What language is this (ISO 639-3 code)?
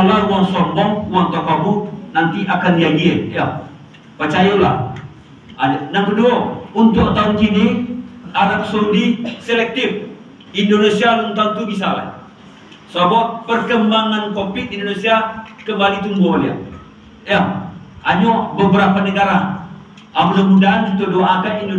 min